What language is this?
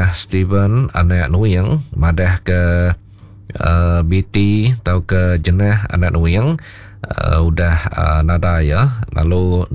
Iban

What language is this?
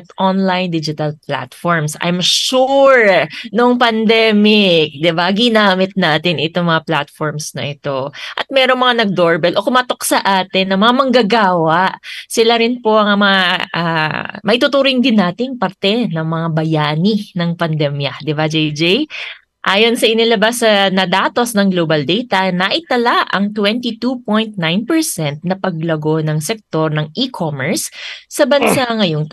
Filipino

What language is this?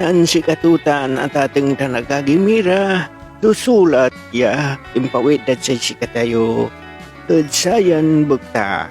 Pangasinan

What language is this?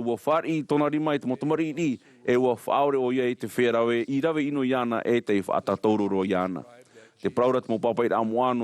Tahitian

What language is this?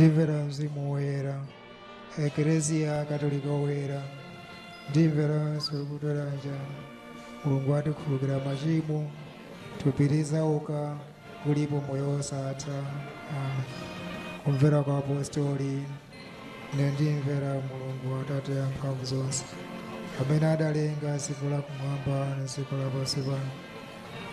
Nyanja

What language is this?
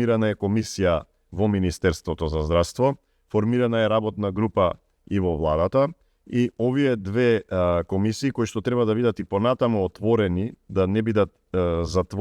Macedonian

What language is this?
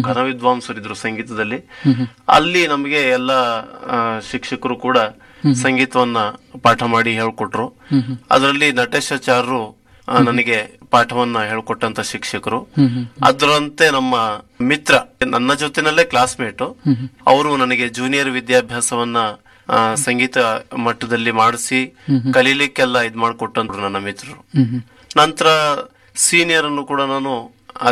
Kannada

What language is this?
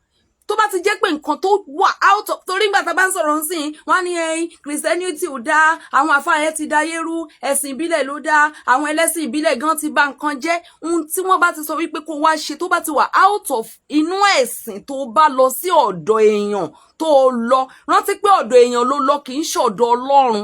Yoruba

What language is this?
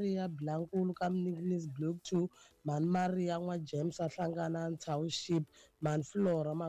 Tsonga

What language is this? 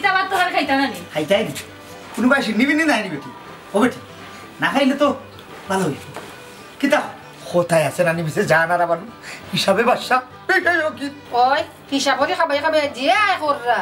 Sylheti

